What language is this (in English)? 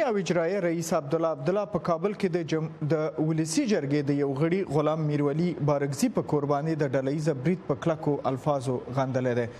Pashto